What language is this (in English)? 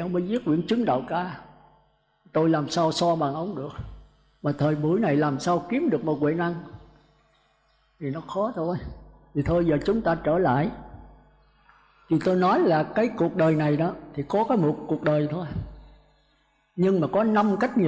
Vietnamese